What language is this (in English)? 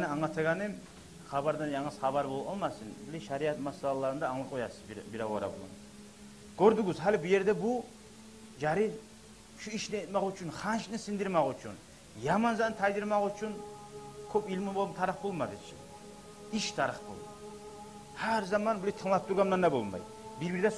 Kumyk